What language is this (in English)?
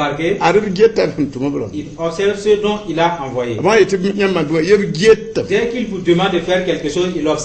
Mossi